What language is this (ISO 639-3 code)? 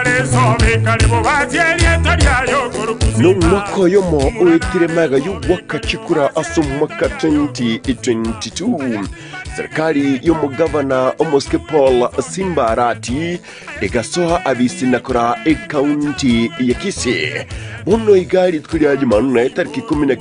guz